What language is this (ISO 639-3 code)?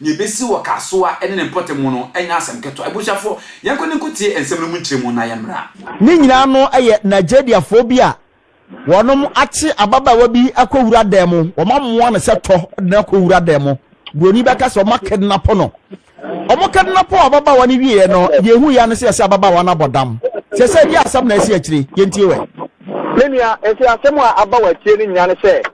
aka